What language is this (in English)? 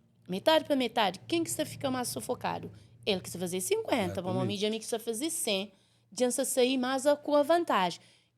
Kabuverdianu